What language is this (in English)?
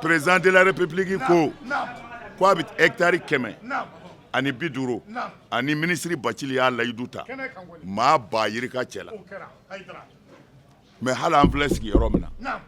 Bambara